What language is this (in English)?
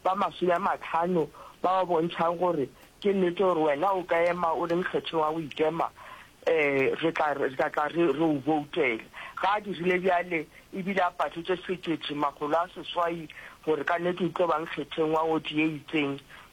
Northern Sotho